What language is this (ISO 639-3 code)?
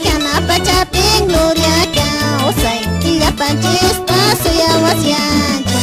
que